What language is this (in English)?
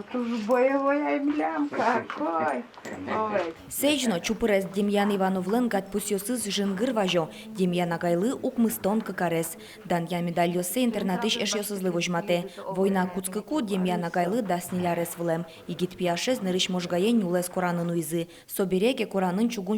Udmurt